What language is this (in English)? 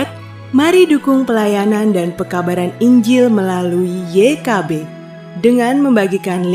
Anakalangu